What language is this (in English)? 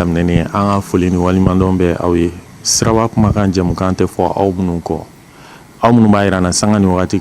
Bambara